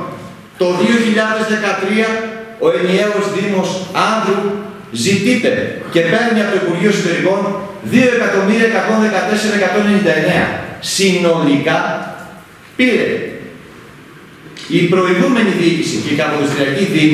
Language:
Greek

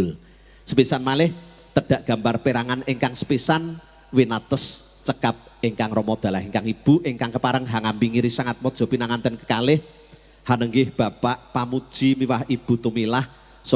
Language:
Javanese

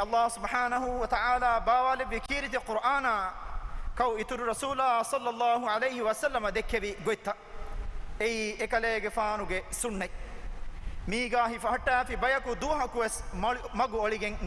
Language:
Divehi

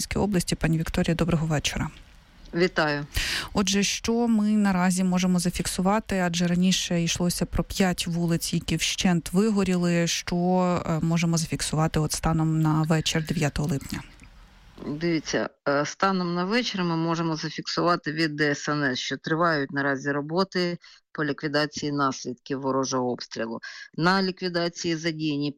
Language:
Ukrainian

